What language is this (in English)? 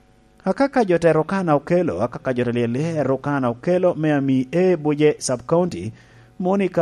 Lango (Uganda)